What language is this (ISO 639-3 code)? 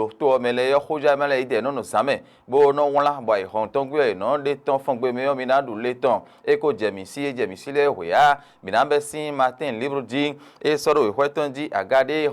fon